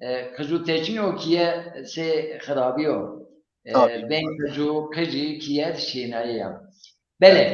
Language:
Zaza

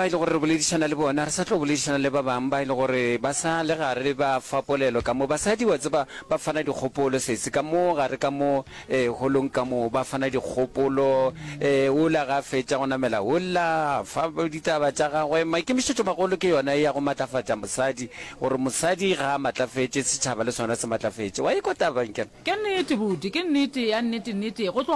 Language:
Northern Sotho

